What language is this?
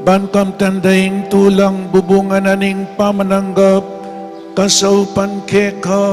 Pampanga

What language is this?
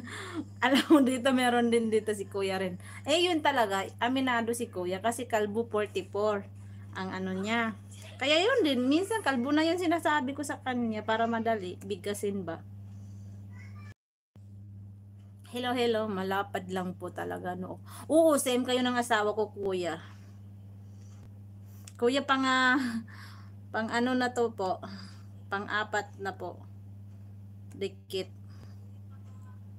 Filipino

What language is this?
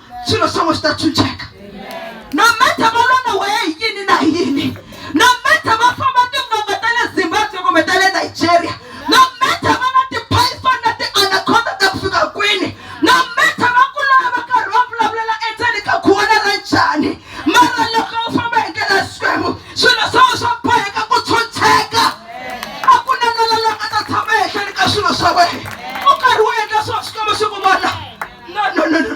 Tsonga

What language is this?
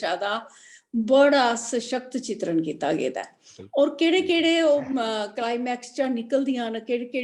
Dogri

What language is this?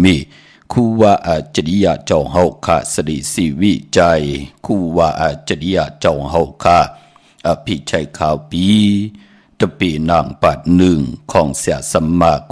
Shan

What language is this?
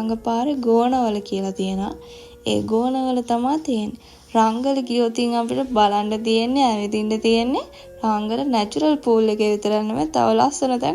Sinhala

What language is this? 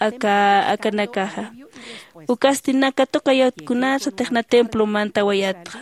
Aymara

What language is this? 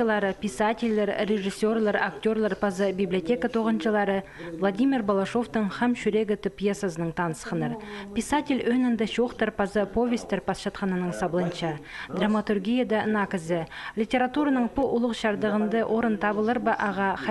Khakas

